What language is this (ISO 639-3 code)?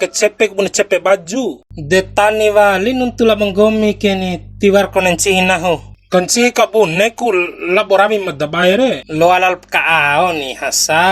bhp